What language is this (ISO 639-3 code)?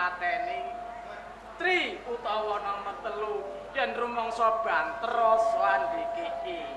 jav